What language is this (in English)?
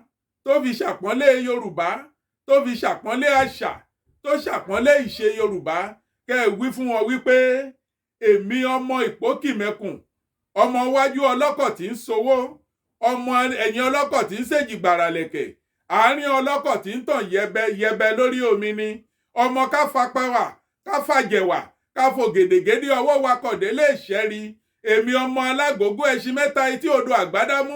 Yoruba